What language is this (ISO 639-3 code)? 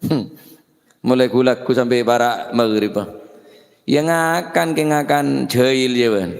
mad